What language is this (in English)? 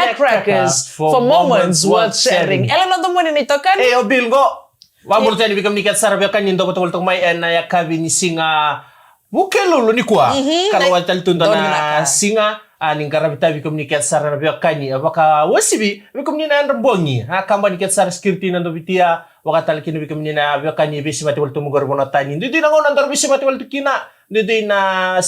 Fijian